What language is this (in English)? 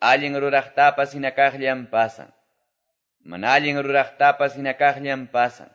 Quechua